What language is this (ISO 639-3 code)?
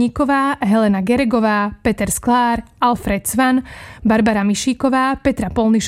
slk